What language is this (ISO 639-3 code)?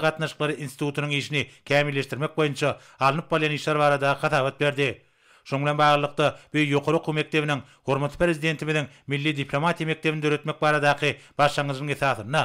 tuk